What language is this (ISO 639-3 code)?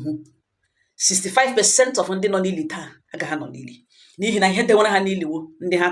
ibo